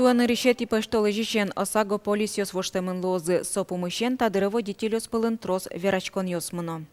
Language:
Udmurt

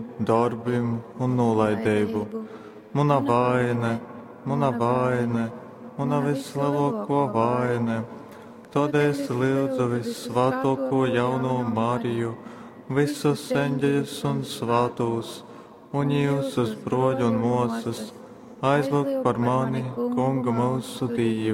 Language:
Latgalian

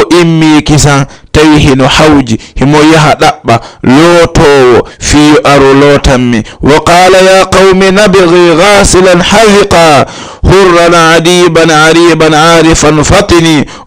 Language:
Fula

